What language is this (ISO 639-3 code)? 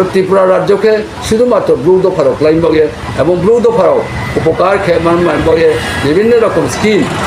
ria